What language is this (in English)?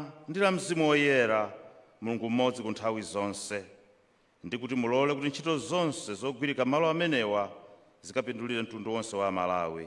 Nyanja